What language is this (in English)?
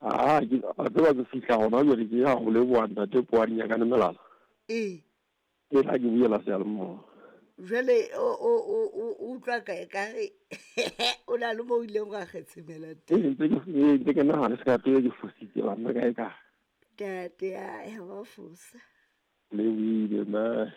Southern Sotho